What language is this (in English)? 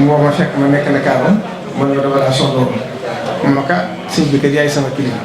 Wolof